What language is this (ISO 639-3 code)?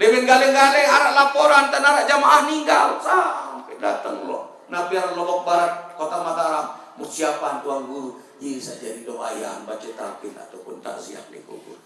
sas